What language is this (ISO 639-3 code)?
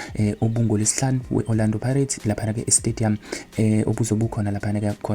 zul